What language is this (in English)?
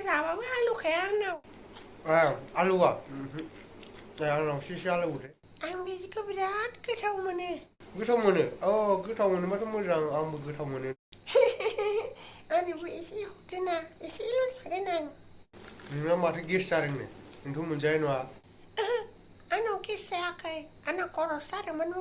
Bodo